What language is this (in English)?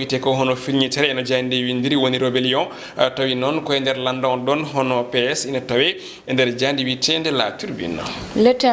Fula